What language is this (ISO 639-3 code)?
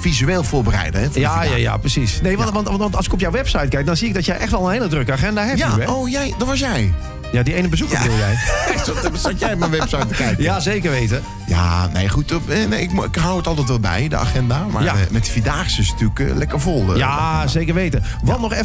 nld